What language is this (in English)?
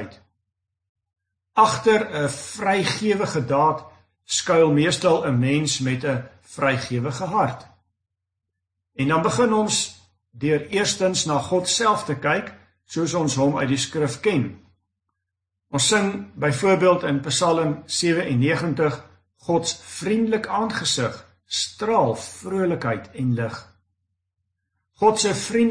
Afrikaans